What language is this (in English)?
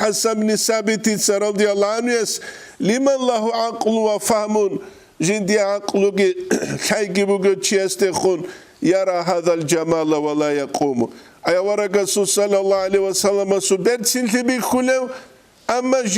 Avaric